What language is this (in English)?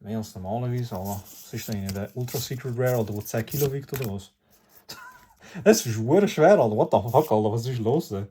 Swiss German